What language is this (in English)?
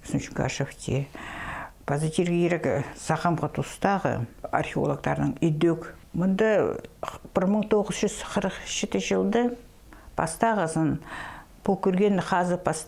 Khakas